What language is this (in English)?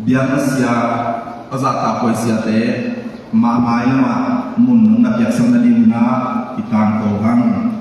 Tedim Chin